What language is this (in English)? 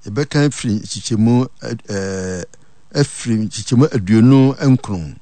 Akan